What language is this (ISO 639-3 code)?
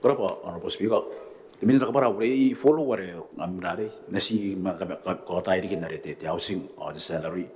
gil